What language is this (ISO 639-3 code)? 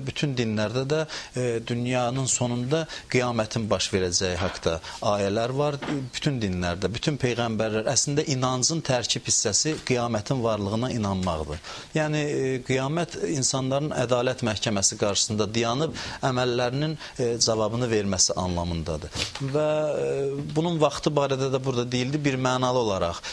aze